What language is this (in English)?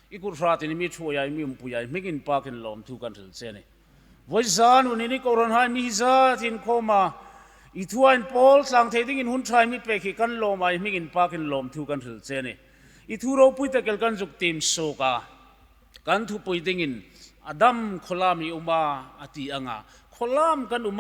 Hmar